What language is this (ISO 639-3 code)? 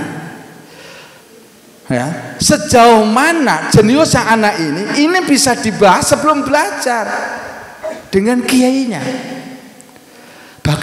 ind